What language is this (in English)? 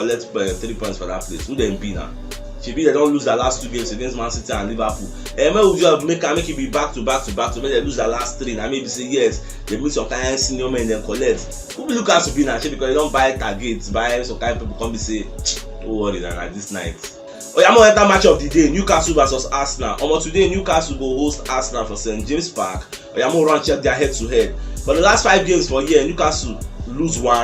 Nigerian Pidgin